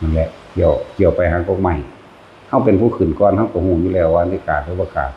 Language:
Northeastern Thai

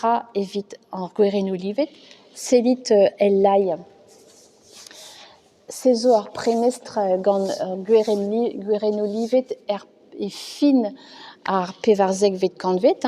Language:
Breton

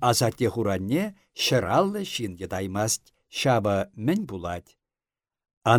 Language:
Chuvash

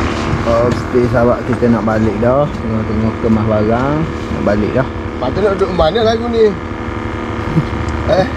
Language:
Malay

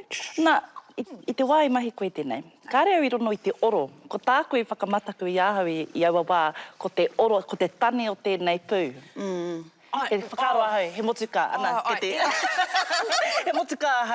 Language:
Māori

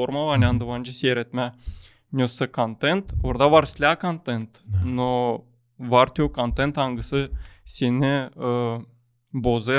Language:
Gagauz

